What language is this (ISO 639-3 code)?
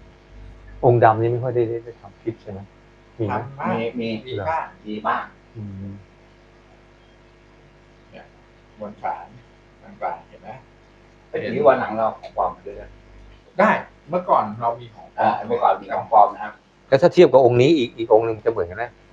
tha